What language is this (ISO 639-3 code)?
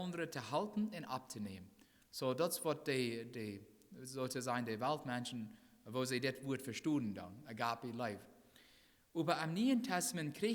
pdt